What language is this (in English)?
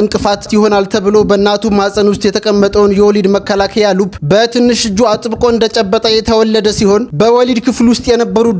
Amharic